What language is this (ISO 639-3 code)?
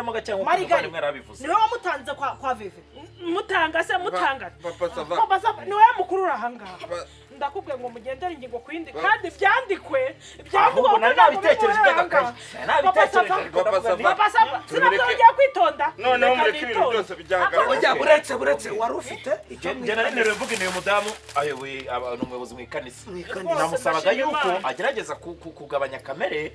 kin